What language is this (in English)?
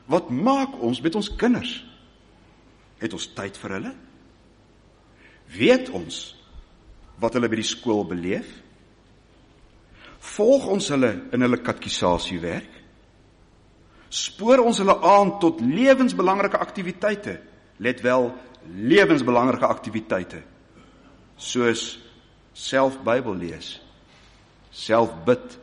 Afrikaans